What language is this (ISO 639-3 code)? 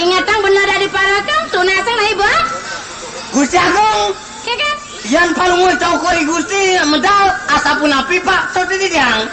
ban